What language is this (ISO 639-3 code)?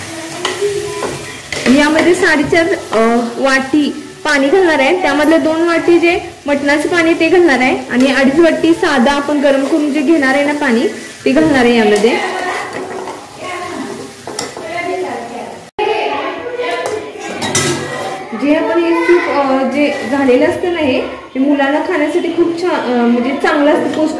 mar